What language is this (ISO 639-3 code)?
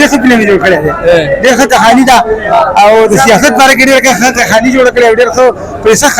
pus